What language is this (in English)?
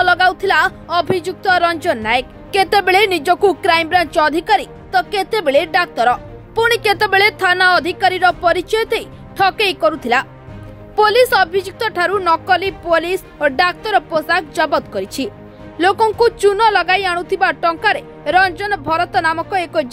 Odia